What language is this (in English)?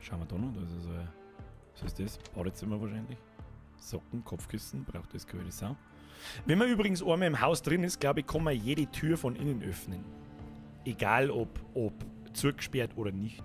Bavarian